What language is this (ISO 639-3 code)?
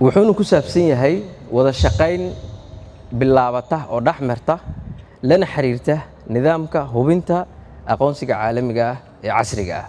som